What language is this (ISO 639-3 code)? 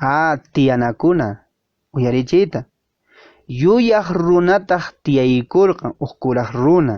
que